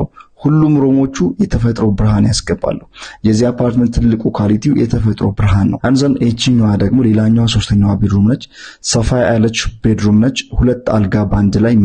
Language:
Amharic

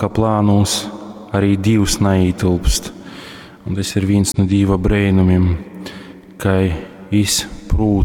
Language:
Latgalian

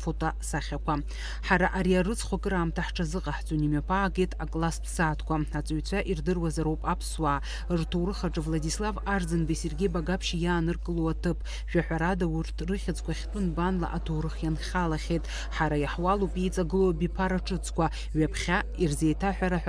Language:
Abkhazian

